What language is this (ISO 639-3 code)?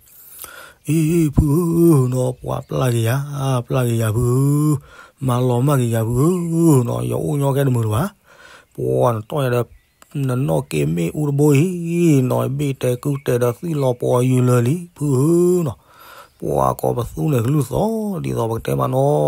ksw